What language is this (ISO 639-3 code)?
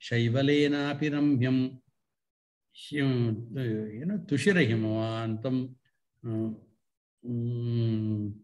san